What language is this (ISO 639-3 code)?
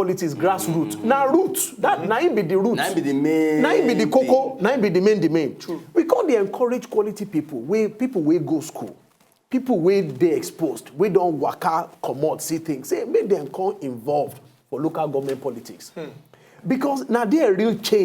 pcm